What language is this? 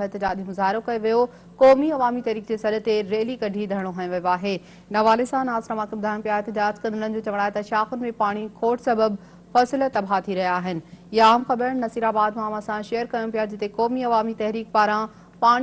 Sindhi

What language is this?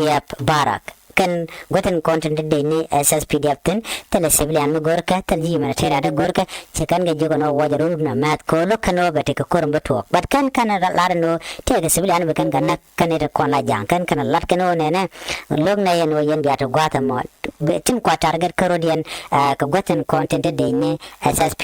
Nuer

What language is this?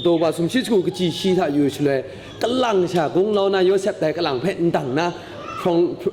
Kachin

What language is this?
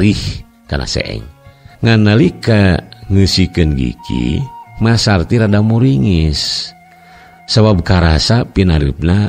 Sundanese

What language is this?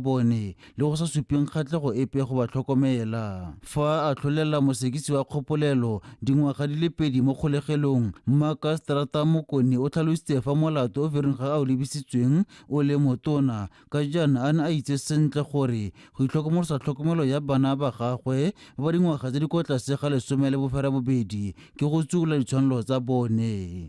Tswana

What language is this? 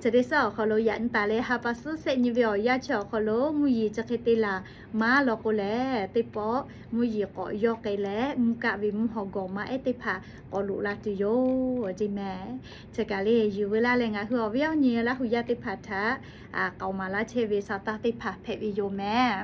Lahu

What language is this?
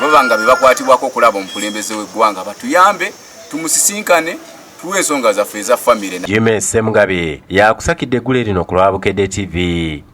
Ganda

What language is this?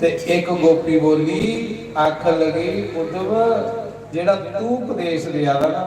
Dogri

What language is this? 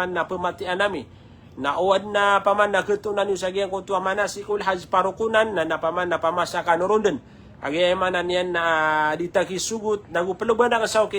Maranao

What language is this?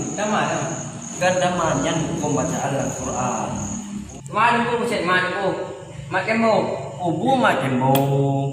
Achinese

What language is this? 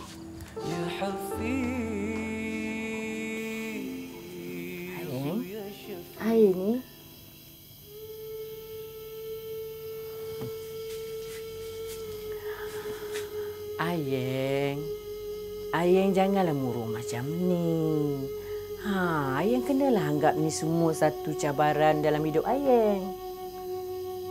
Malay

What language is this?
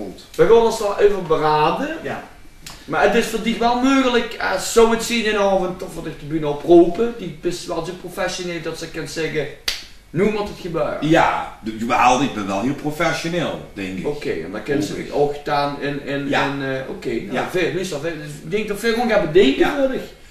Limburgish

